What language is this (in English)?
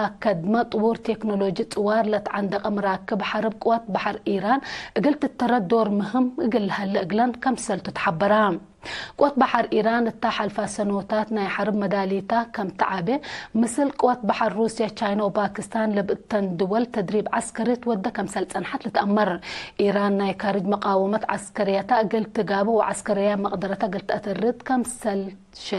Tigre